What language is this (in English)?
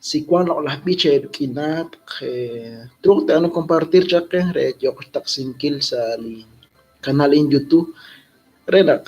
Kekchí